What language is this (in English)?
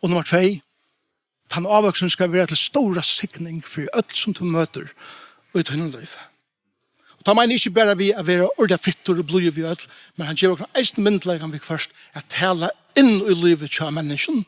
Faroese